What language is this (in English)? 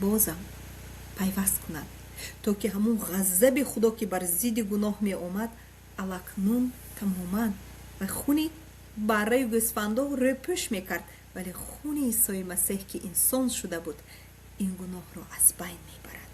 Tajik